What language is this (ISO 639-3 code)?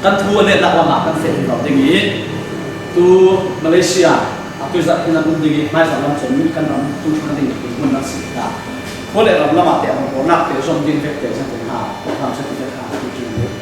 cfm